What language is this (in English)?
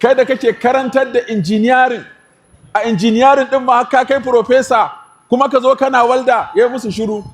Hausa